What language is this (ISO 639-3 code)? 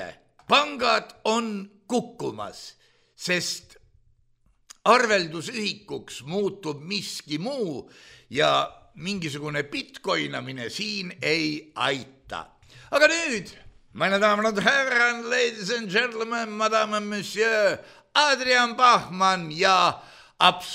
est